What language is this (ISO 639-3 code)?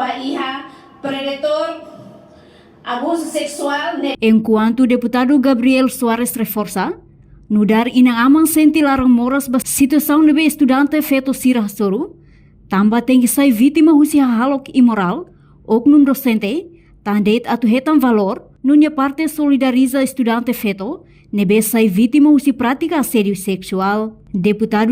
tet